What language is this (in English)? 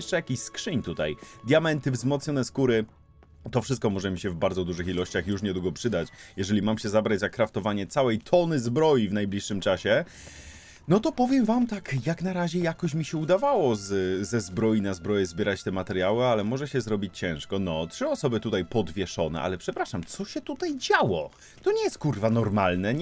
Polish